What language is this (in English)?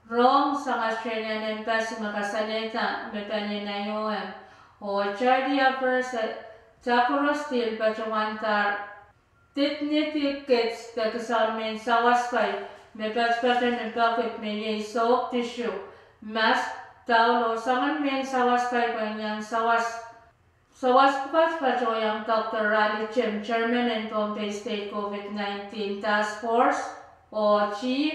Pohnpeian